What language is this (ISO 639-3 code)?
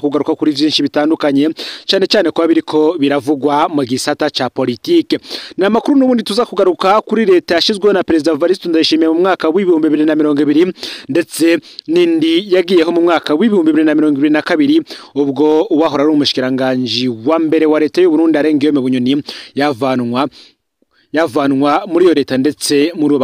run